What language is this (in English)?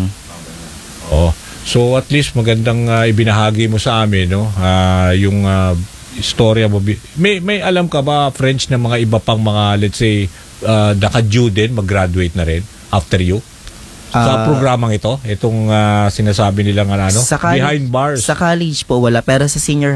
Filipino